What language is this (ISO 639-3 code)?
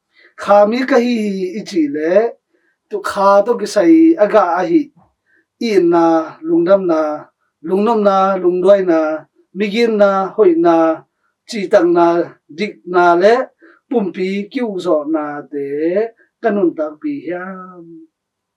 ctd